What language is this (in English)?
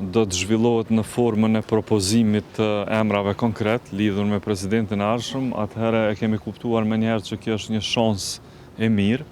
Albanian